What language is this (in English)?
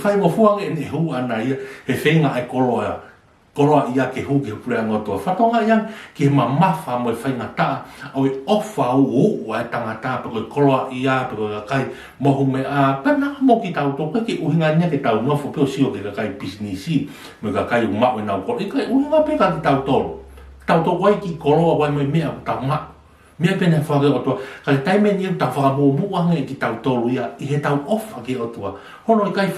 Tongan